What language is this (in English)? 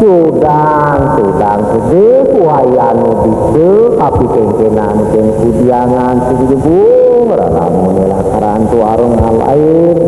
Balinese